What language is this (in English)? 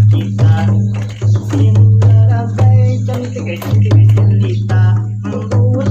Banjar